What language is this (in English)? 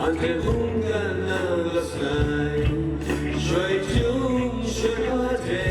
Kachin